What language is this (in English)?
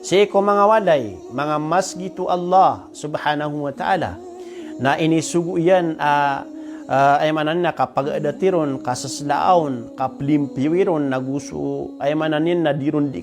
Maranao